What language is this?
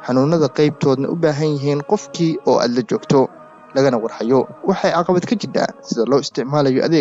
Somali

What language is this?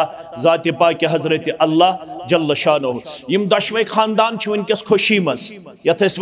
Kashmiri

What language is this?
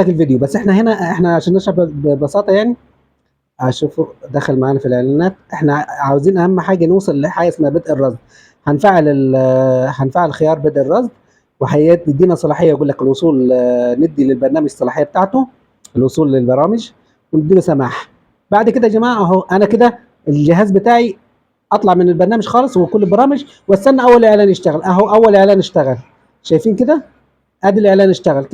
Egyptian Arabic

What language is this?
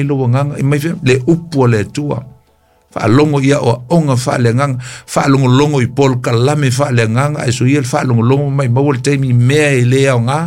Samoan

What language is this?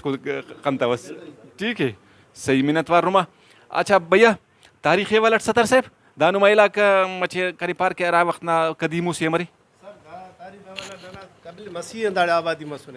Brahui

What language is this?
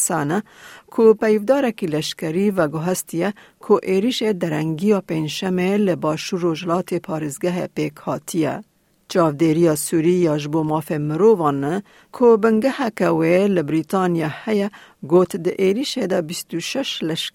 Kurdish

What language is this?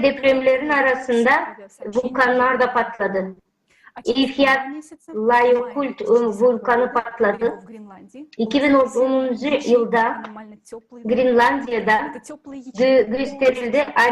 Gagauz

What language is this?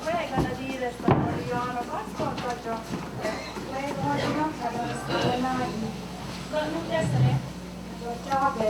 Mohawk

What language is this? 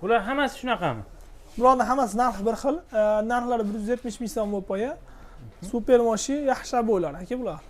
Uzbek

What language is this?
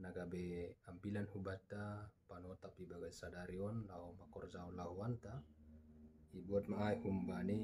Batak Simalungun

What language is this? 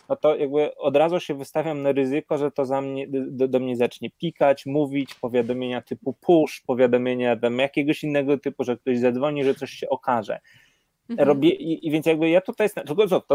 Polish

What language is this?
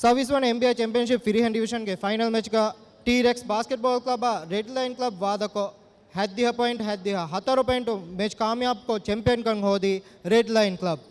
Divehi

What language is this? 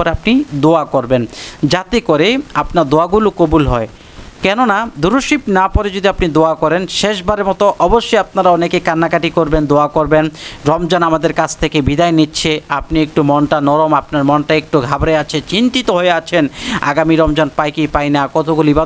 Bangla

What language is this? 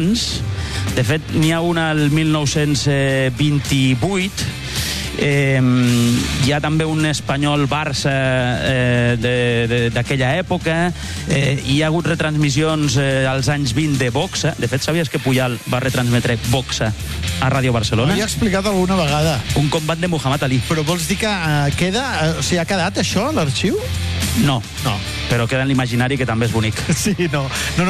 Catalan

